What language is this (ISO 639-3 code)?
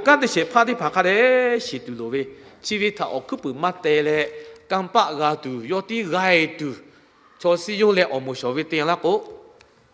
lhu